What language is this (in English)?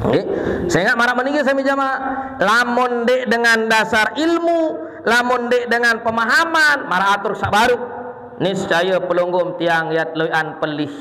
Sasak